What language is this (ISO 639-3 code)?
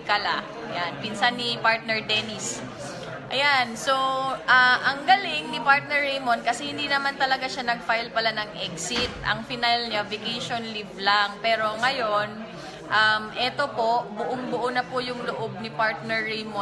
fil